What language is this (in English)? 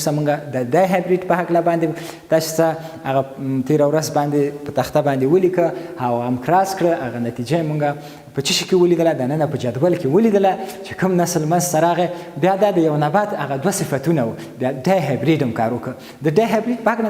Pashto